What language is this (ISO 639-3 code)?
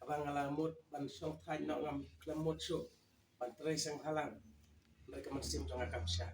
kha